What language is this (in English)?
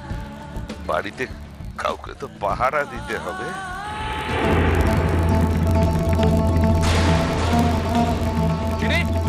Bangla